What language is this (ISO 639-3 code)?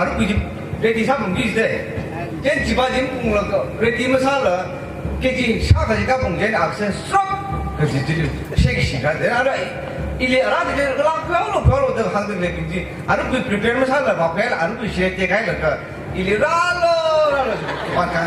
nmf